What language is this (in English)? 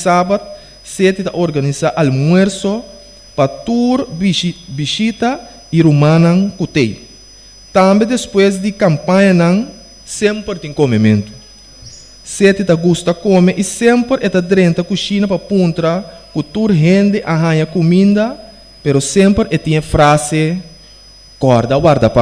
Papiamento